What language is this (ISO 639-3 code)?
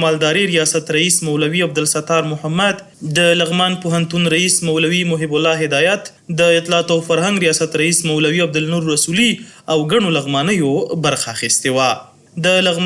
pus